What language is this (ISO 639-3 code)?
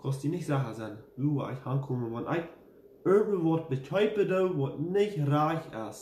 pdt